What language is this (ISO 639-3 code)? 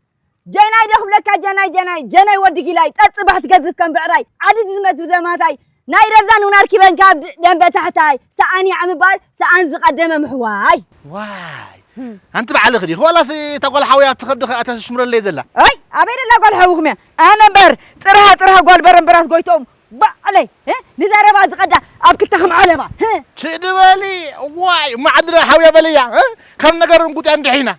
tir